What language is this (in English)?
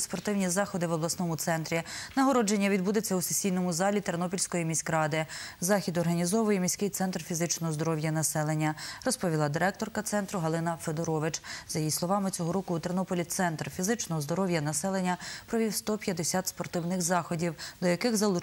Ukrainian